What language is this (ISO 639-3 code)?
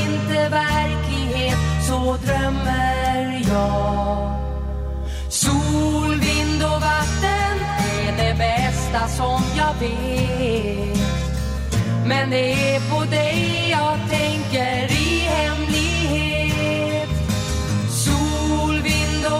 swe